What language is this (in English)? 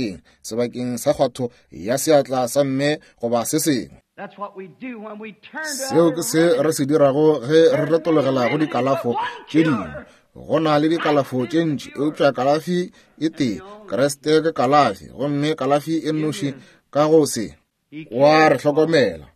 Northern Sotho